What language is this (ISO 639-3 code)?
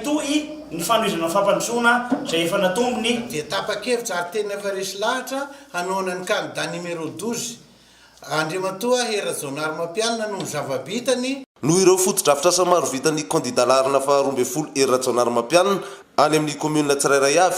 mlg